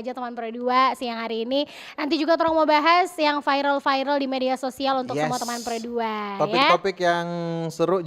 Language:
Manado Malay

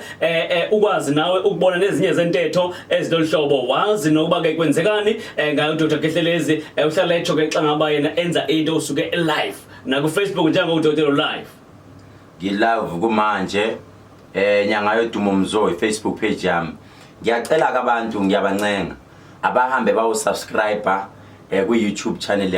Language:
Zulu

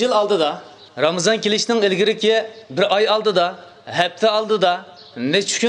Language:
Uyghur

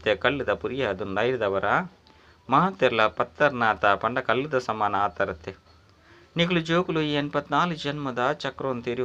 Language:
Tulu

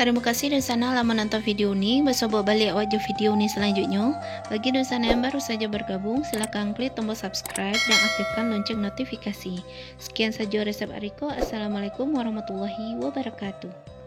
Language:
Minangkabau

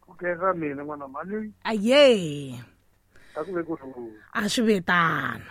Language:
Tsonga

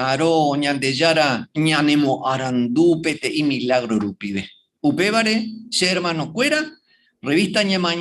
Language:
Guarani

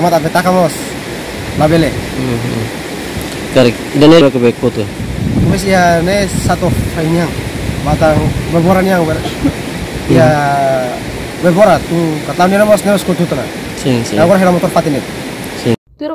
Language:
Tetum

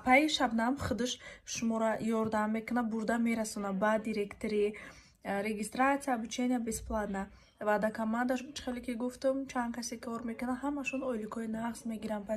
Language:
Tajik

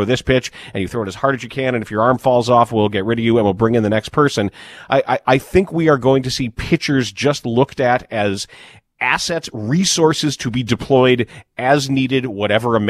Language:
English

